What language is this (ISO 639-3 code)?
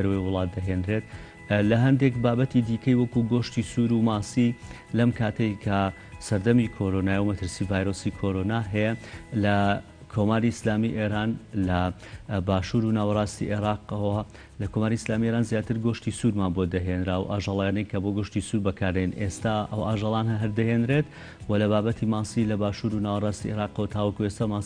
ckb